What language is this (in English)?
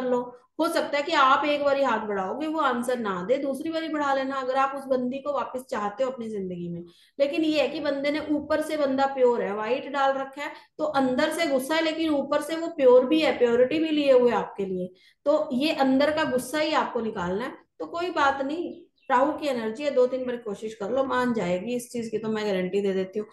Hindi